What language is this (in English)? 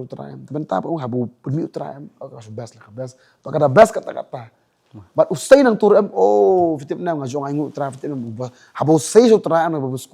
Khasi